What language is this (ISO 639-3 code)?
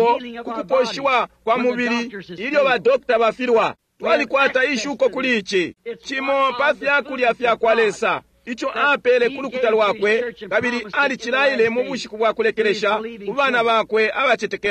bem